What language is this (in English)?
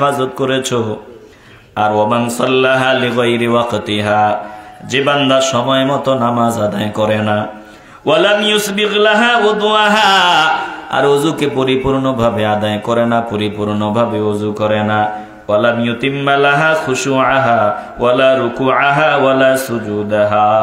Bangla